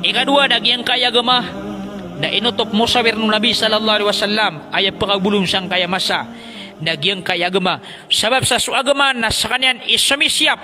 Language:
Maranao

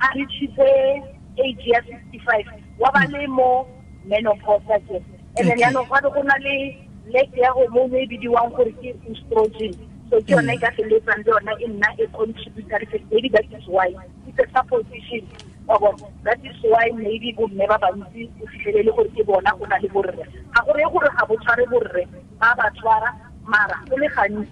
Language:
Tswana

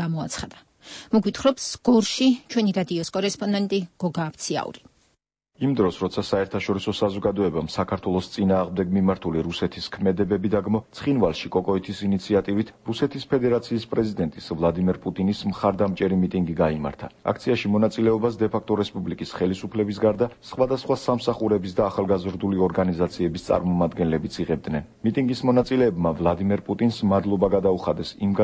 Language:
Georgian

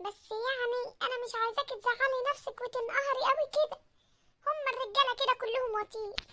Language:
Egyptian Arabic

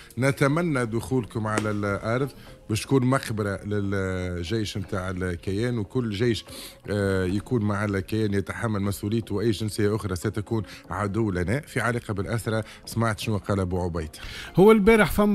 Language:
Tunisian Arabic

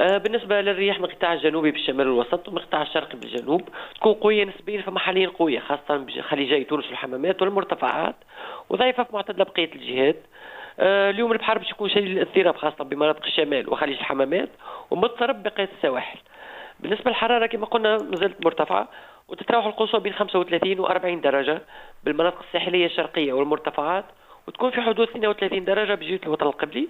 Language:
Tunisian Arabic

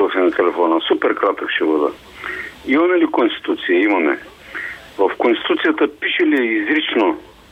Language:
Bulgarian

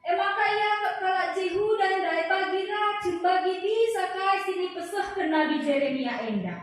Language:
Batak Karo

